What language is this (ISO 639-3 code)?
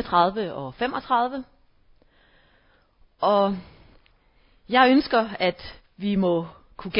dan